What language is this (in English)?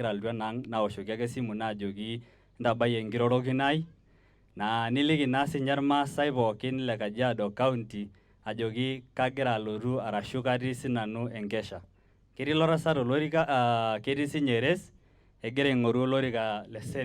Masai